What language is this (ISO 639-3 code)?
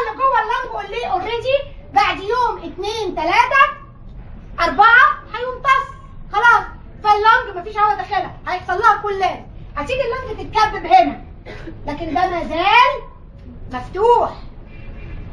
arz